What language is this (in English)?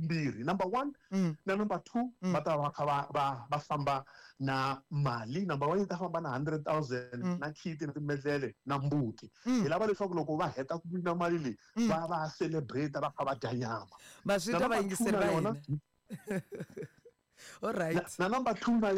Tsonga